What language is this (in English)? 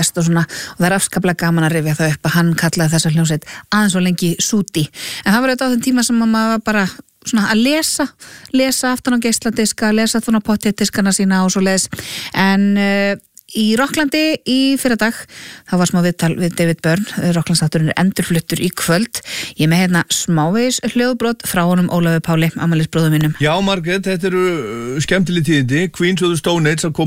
Icelandic